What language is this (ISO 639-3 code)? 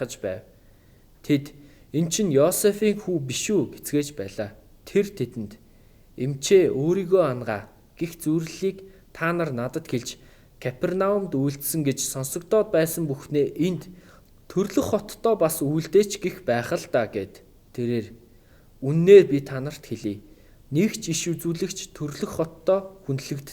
mon